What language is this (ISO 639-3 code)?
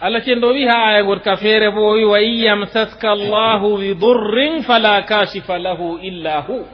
ful